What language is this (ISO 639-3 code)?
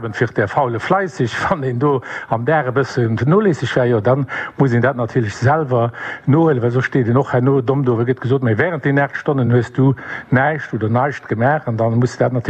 ltz